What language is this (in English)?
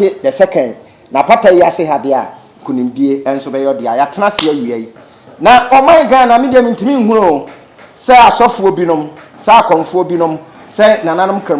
Akan